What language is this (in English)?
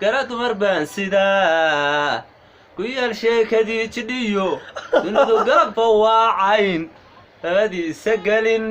Somali